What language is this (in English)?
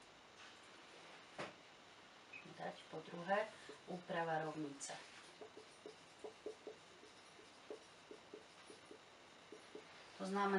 Slovak